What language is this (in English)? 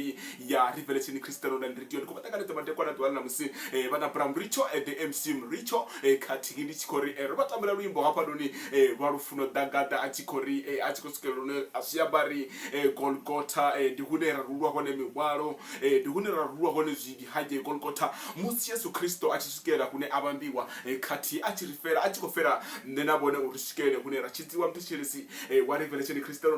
Venda